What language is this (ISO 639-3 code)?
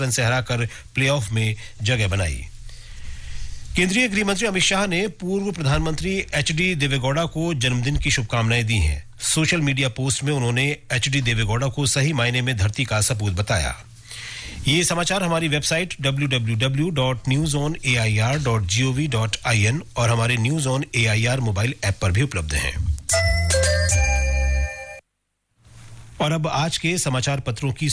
hin